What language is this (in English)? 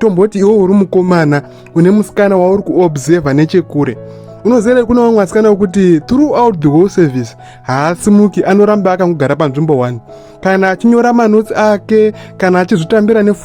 Shona